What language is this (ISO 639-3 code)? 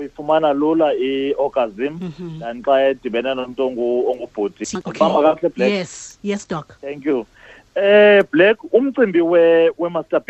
xho